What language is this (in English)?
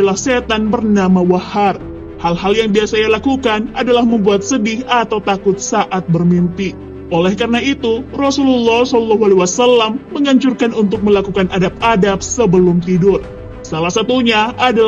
Indonesian